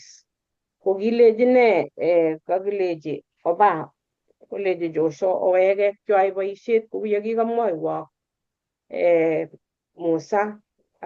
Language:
Kalenjin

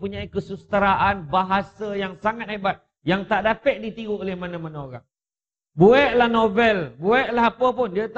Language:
Malay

